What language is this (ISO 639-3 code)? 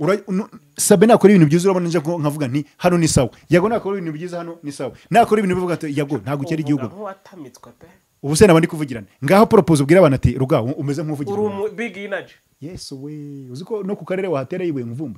kin